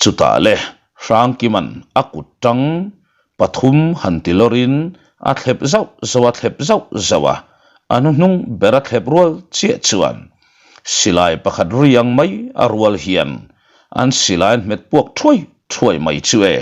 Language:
Mizo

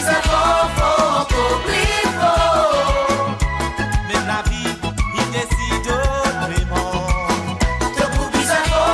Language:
Morisyen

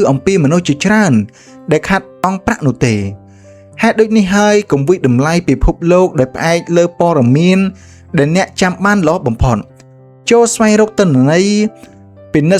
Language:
Khmer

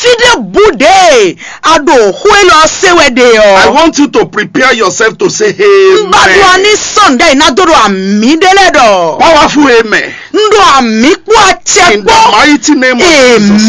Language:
Fon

